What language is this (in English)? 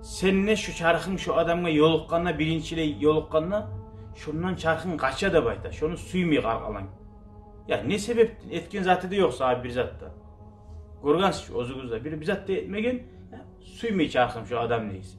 Kumyk